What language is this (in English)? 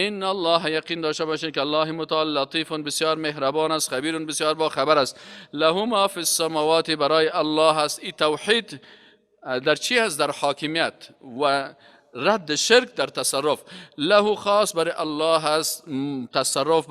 Persian